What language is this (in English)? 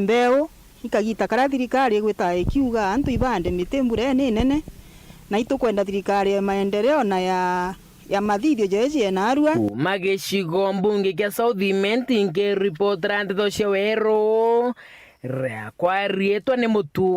Meru